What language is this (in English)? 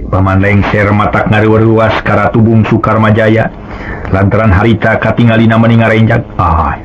Sundanese